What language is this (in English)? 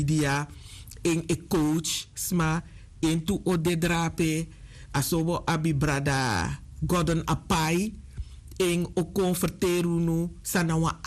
Sranan Tongo